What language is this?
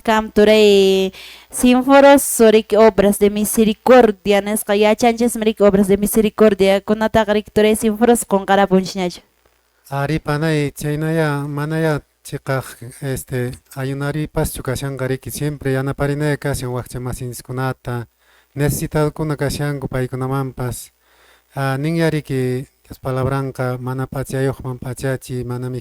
Quechua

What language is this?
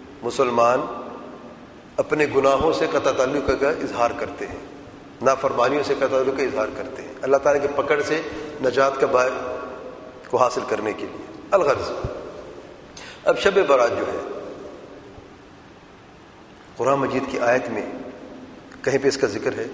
Urdu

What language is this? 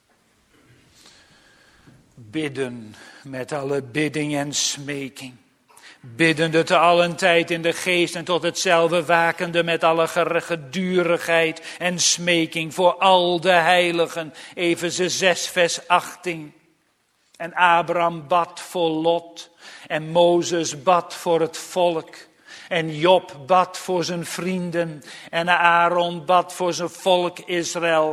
Dutch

